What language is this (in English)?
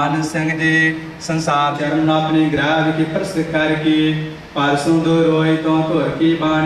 Punjabi